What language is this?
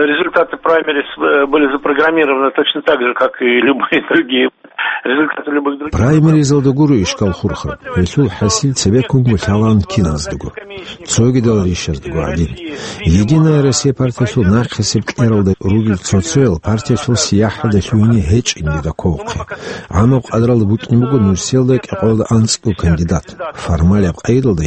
Avaric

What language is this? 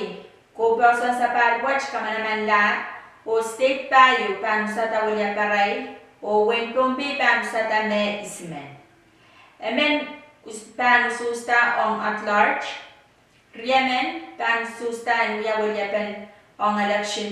Pohnpeian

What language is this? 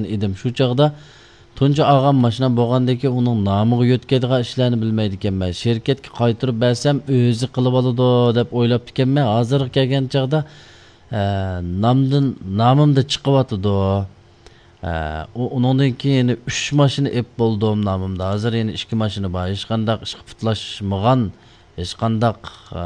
Uyghur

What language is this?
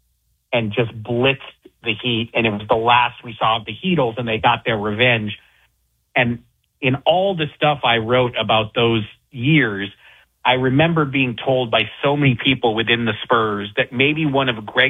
English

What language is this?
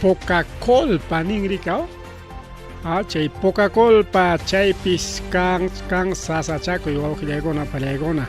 Ayacucho Quechua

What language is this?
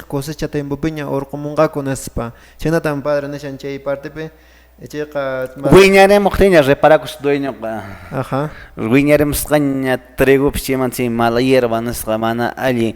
Quechua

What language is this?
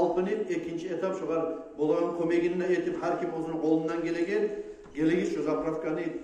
Kumyk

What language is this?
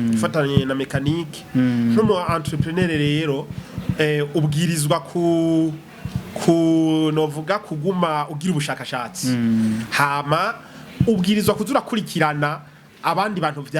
Rundi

